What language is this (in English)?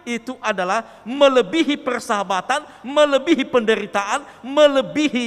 Nias